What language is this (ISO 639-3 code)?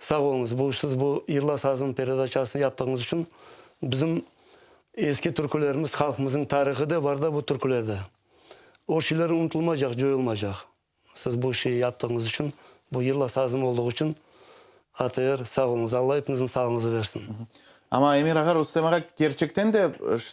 crh